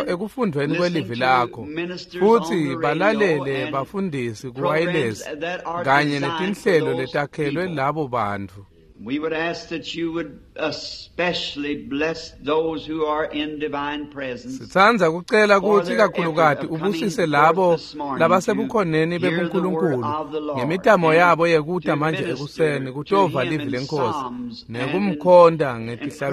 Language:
Swati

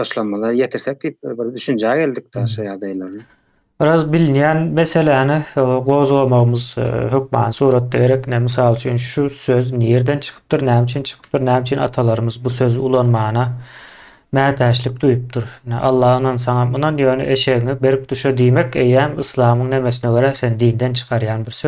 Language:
Turkmen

